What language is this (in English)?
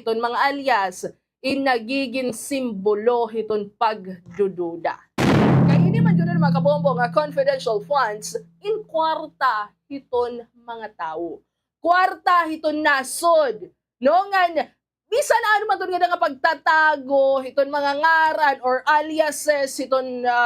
Waray